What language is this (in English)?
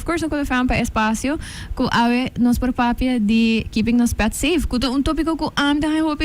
Papiamento